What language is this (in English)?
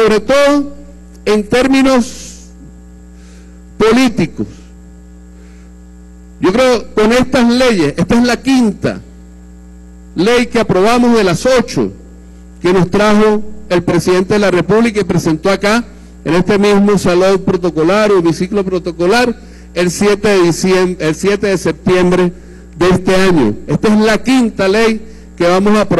Spanish